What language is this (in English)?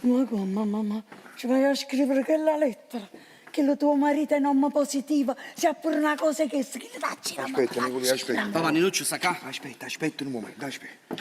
Neapolitan